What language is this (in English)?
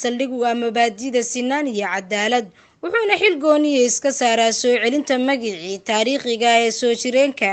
Somali